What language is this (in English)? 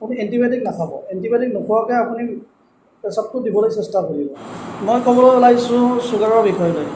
Assamese